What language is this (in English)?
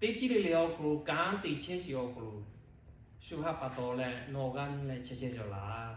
Lahu